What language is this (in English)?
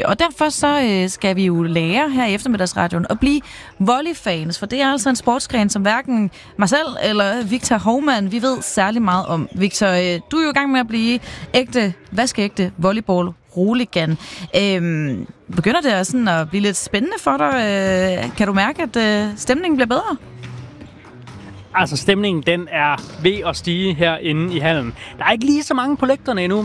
Danish